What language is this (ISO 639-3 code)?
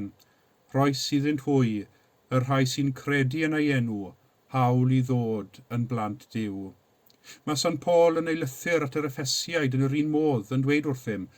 cym